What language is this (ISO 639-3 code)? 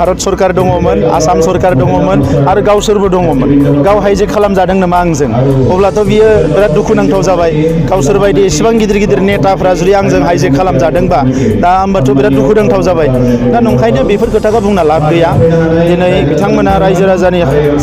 brx